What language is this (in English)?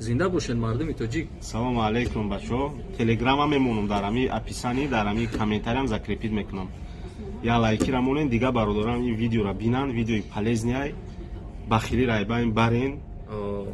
Tajik